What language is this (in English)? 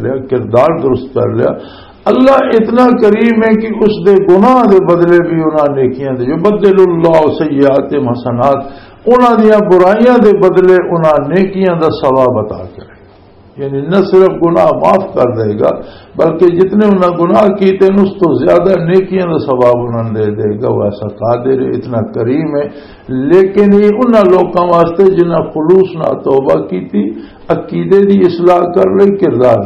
Western Panjabi